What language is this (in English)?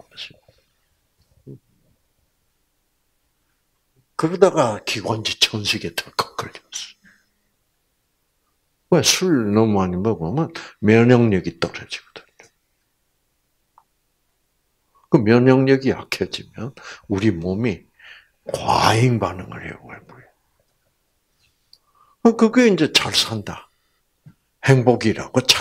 Korean